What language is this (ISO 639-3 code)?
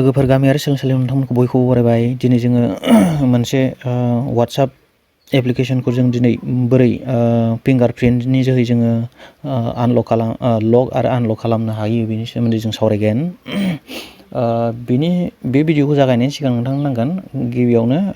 brx